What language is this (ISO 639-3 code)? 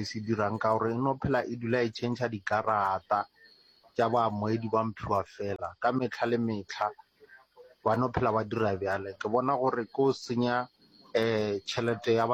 nso